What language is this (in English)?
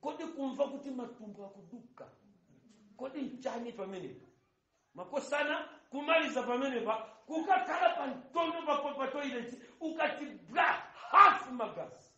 Nyanja